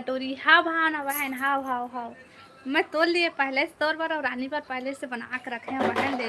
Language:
Chhattisgarhi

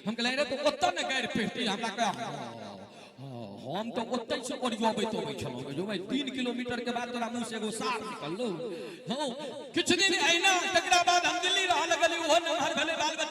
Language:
Maithili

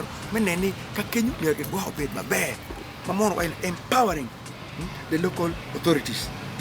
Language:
Acoli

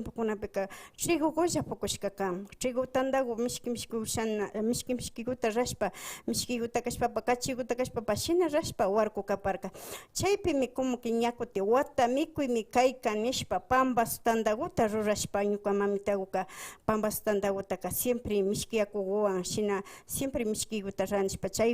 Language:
Imbabura Highland Quichua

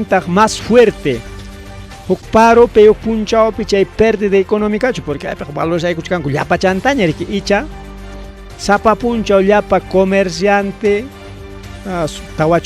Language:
Ayacucho Quechua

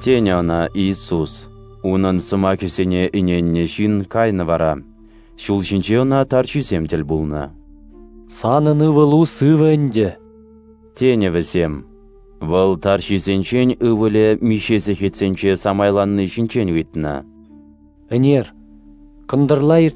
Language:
Chuvash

